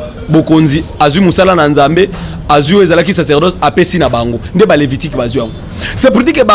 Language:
Lingala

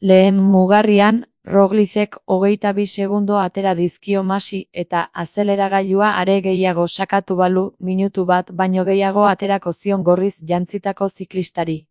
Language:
Basque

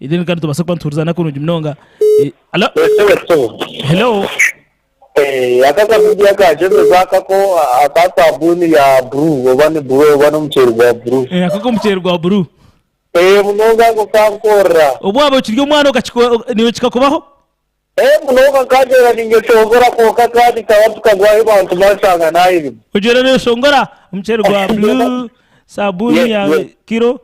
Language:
Nyankole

